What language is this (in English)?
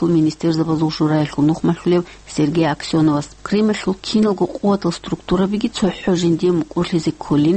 Avaric